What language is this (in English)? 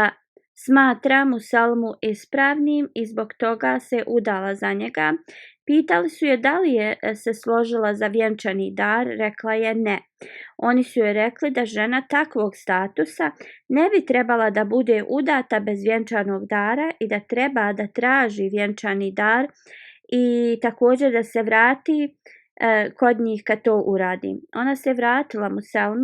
Bosnian